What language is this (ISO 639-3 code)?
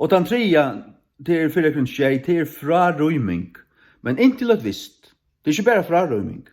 fao